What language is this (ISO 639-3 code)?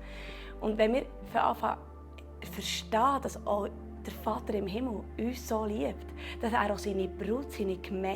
gsw